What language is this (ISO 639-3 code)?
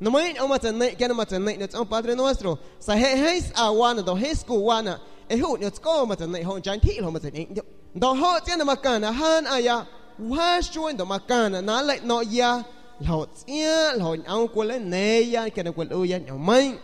azg